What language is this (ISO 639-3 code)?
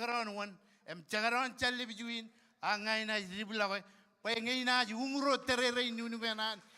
mah